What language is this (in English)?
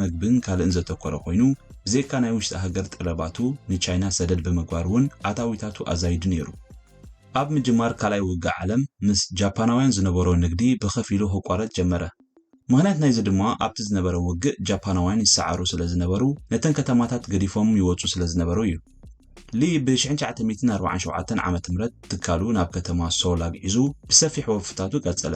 Tigrinya